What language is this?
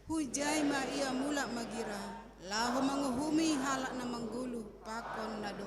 Batak Simalungun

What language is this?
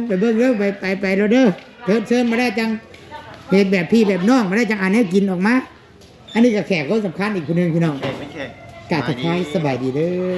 Northeastern Thai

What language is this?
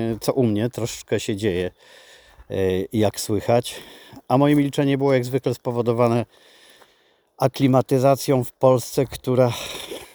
Polish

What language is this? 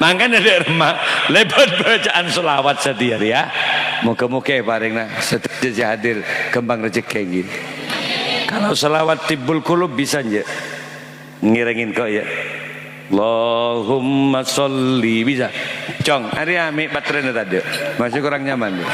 Madurese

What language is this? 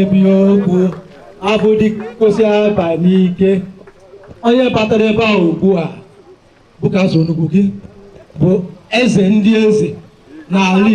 Igbo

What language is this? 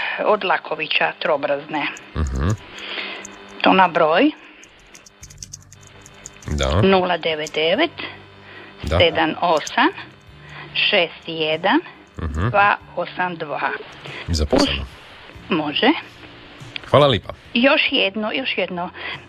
Croatian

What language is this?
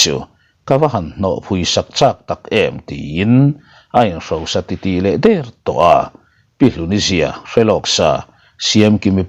Mizo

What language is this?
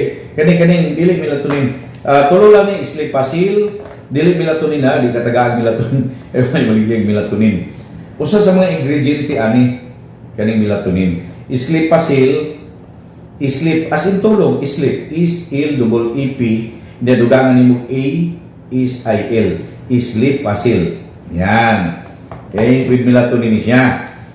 Cebuano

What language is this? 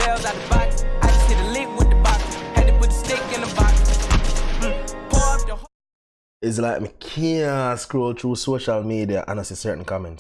Jamaican Creole English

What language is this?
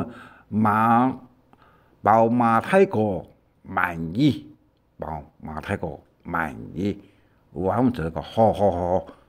Hakka Chinese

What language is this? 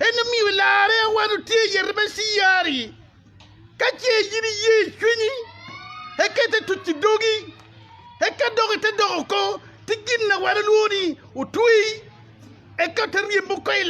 Acoli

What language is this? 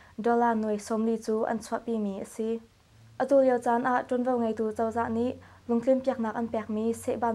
Hakha Chin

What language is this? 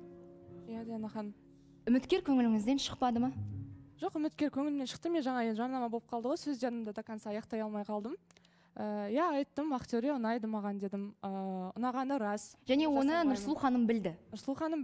Kazakh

